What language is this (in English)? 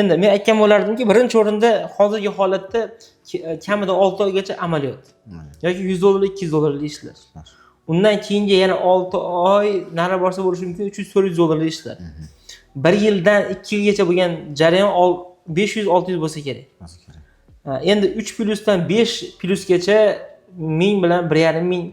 Uzbek